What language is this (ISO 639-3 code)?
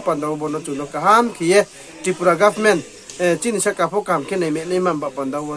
ria